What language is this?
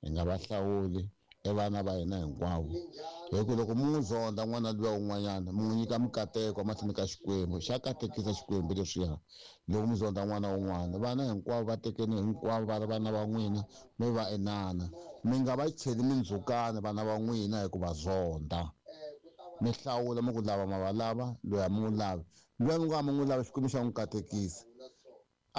Tsonga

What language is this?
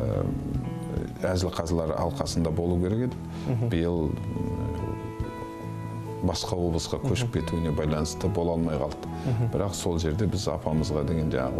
Kazakh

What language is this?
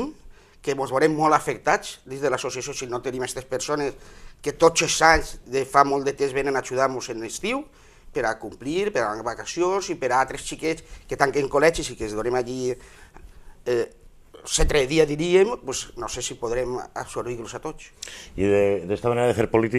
Catalan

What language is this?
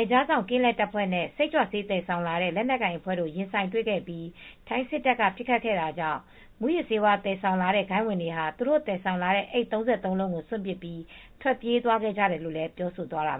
Burmese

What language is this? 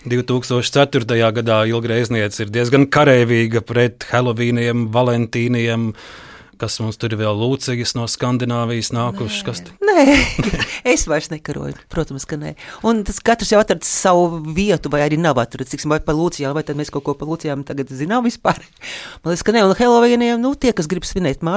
Latvian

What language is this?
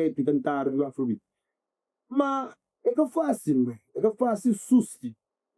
Kabuverdianu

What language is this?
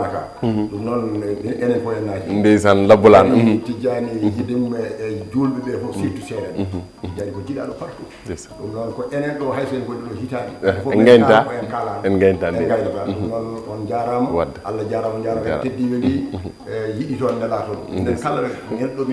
Fula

